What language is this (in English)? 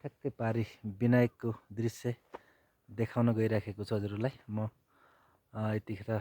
Nepali